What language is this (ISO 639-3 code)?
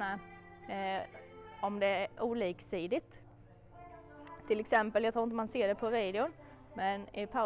swe